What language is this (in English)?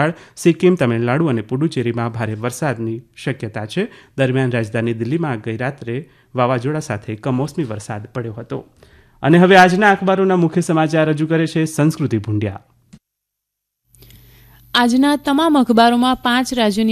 Gujarati